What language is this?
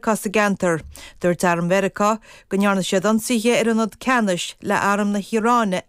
Irish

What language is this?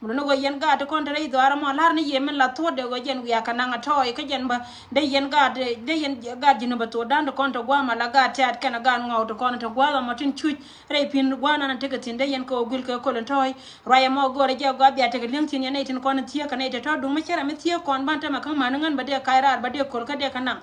Nuer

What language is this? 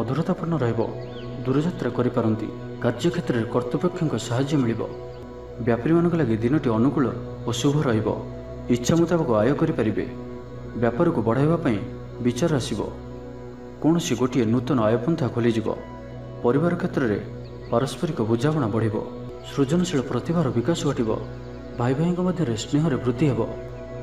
Odia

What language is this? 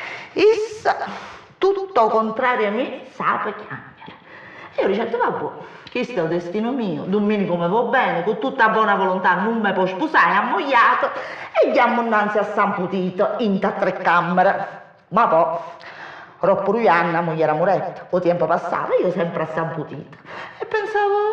Neapolitan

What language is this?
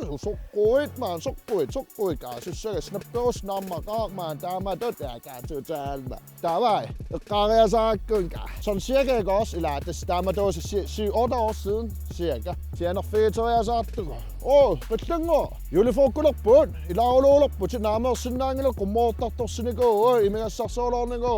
Kalaallisut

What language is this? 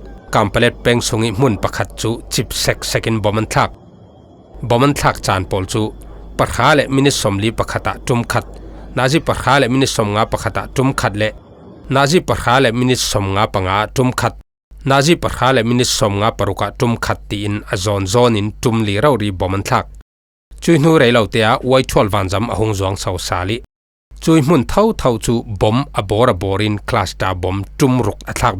Falam Chin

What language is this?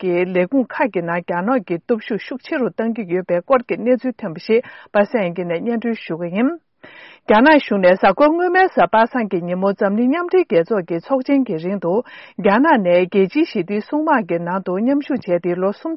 Tibetan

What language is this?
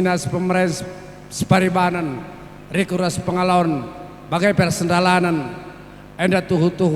Batak Karo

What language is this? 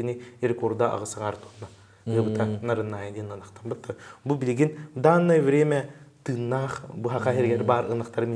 Yakut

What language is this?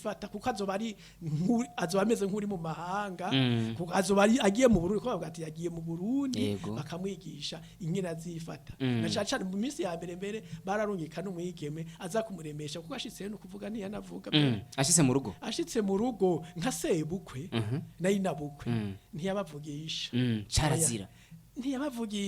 Rundi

